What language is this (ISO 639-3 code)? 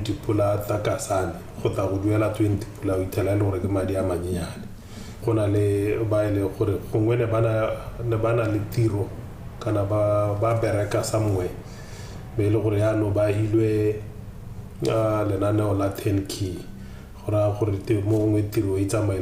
tsn